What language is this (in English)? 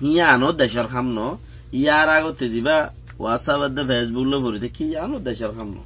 Rohingya